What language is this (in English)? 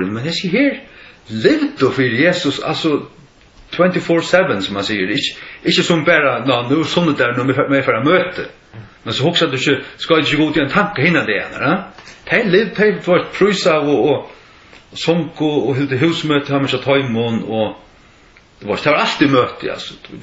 Faroese